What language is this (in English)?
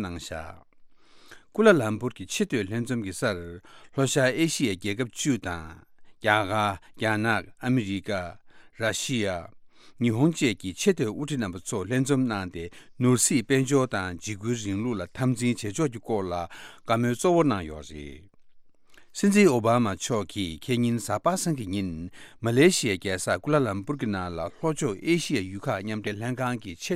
Tibetan